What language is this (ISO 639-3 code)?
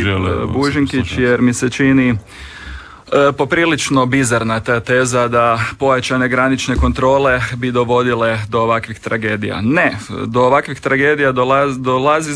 hrv